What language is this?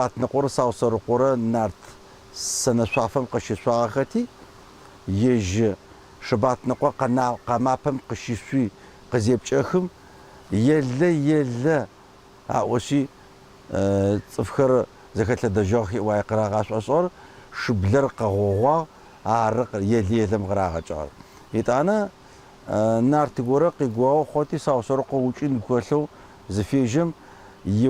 Adyghe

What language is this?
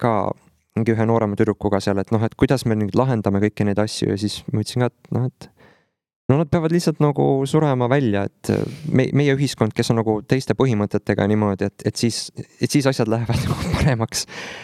Estonian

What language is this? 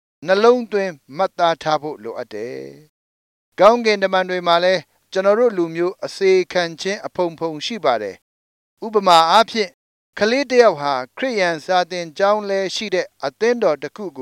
Burmese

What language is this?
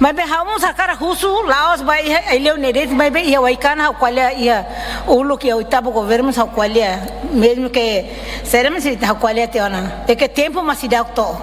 Tetum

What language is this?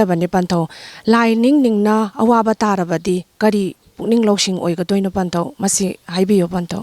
Manipuri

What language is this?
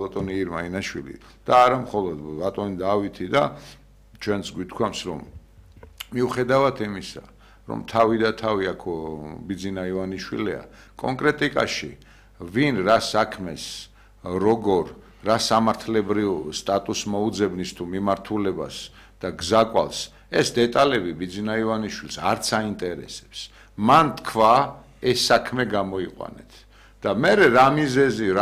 Georgian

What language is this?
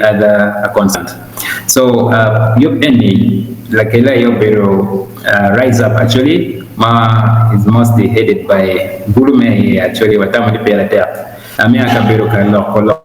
Acoli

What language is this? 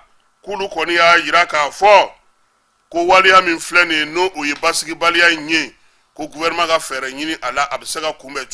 Bambara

